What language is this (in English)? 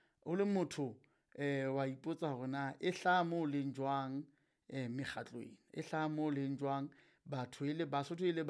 Southern Sotho